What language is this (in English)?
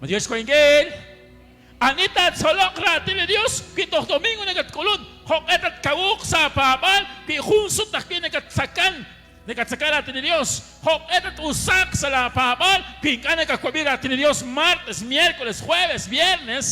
Kekchí